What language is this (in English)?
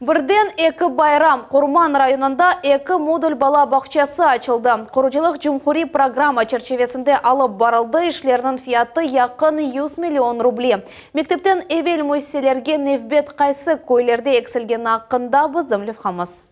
Crimean Tatar